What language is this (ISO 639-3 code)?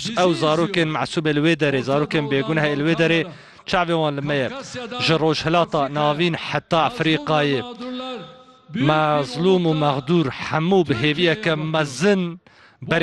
kur